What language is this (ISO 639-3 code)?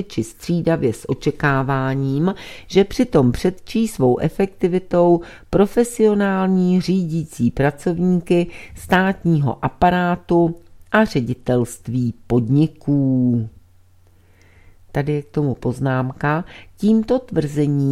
ces